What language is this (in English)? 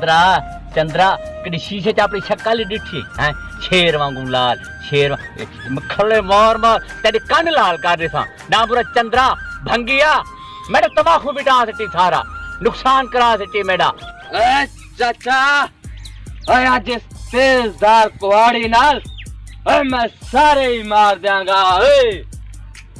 Saraiki